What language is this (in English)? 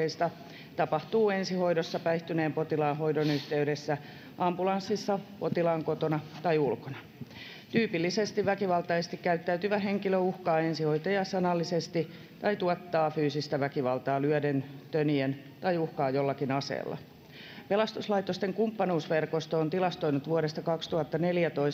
Finnish